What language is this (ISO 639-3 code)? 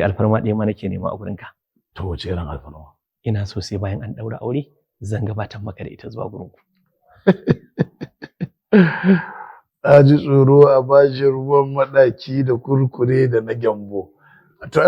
hau